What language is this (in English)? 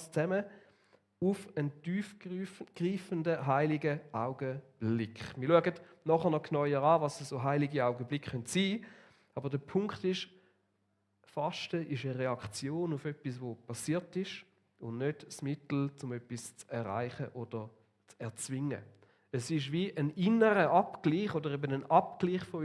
Swiss German